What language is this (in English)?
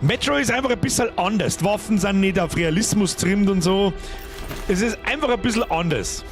Bavarian